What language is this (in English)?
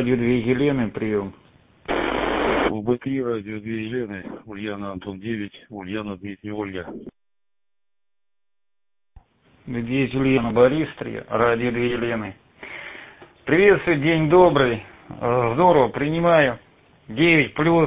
Russian